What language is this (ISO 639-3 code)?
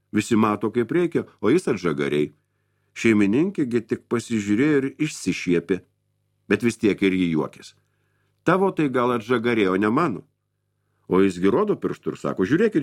lit